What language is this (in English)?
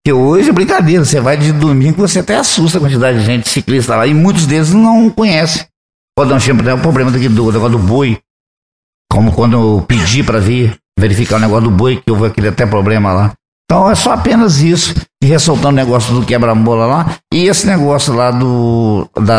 Portuguese